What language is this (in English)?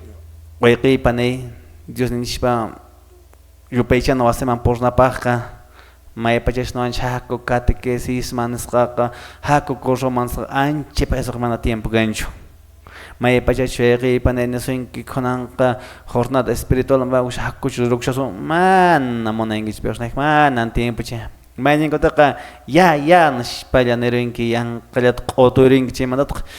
Quechua